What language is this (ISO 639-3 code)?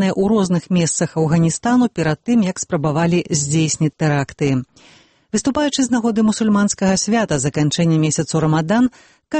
bel